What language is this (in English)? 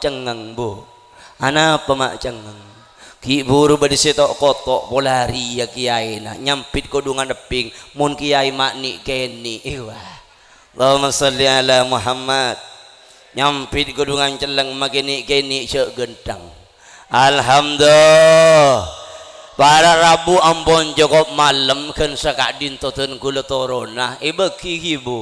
Madurese